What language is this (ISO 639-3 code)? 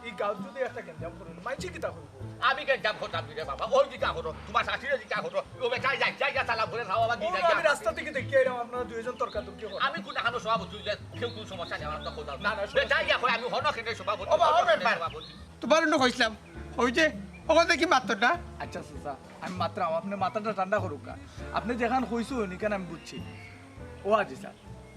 syl